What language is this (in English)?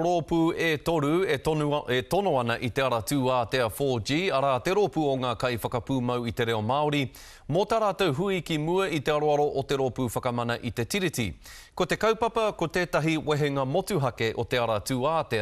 Māori